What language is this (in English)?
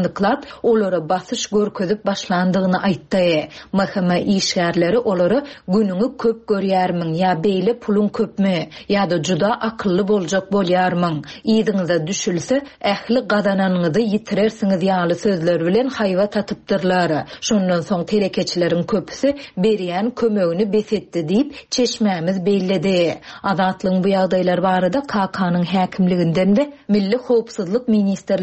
Turkmen